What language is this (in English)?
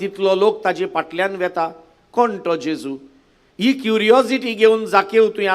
Konkani